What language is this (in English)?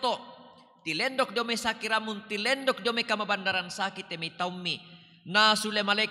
Toraja-Sa'dan